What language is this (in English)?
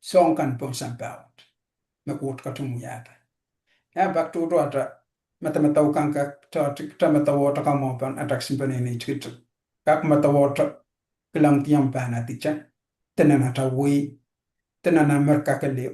Pohnpeian